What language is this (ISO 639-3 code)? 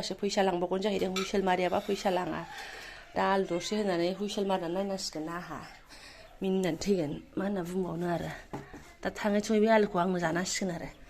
brx